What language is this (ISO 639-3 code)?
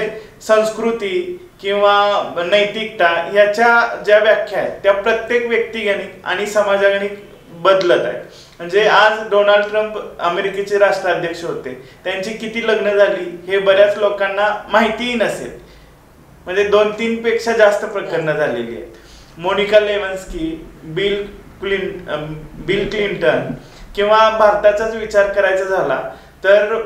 mar